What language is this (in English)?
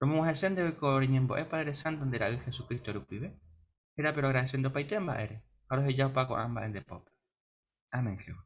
Guarani